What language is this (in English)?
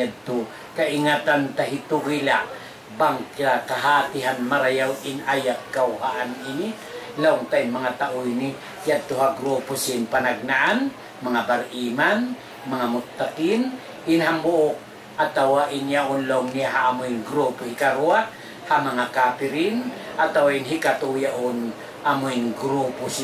Tausug